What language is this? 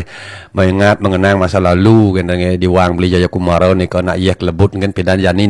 Balinese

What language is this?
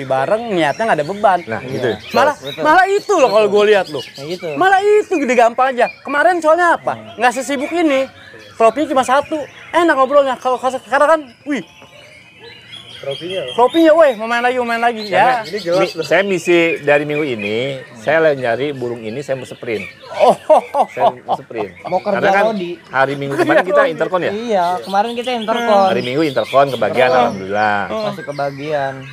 Indonesian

